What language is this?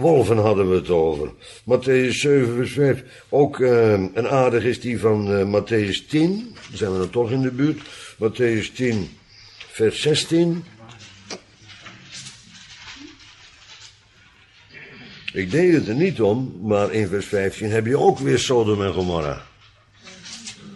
Dutch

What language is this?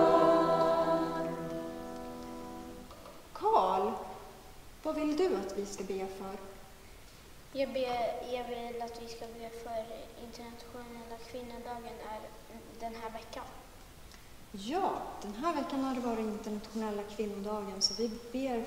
Swedish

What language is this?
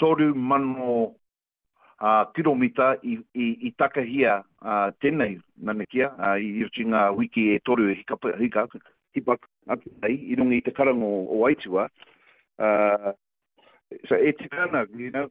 Māori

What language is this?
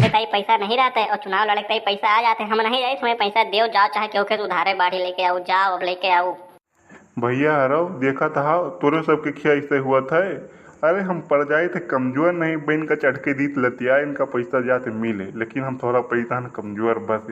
Awadhi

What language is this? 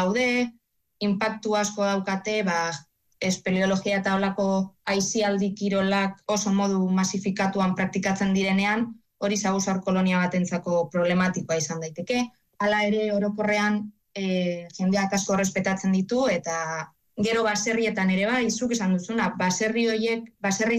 Basque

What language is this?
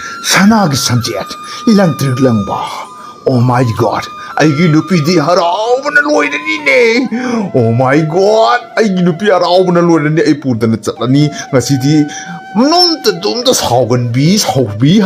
Manipuri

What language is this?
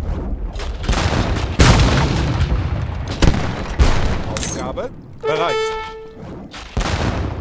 German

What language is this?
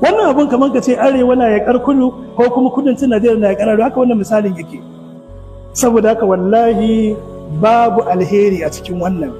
Hausa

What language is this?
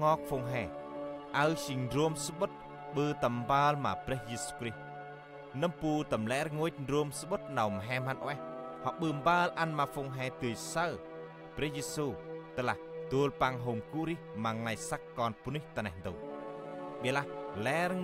Central Mnong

